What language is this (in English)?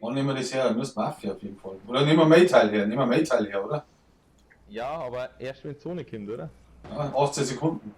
Bavarian